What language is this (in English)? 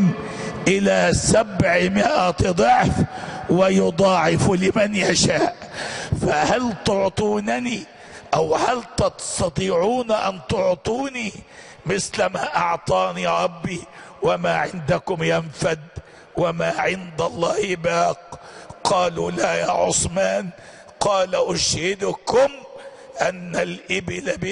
Arabic